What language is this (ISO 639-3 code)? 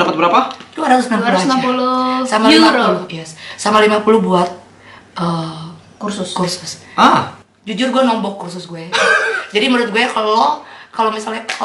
ind